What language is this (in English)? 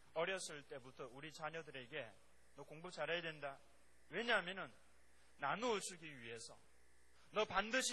Korean